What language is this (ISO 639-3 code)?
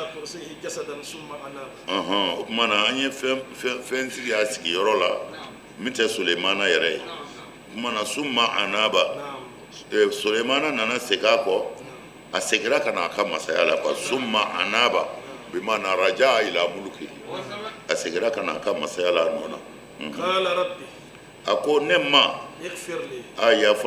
bam